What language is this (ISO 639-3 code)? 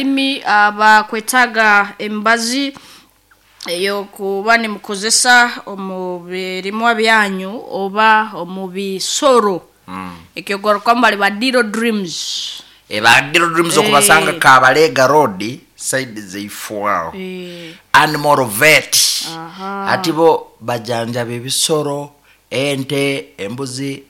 nyo